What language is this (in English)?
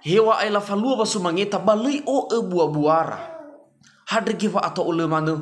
Nias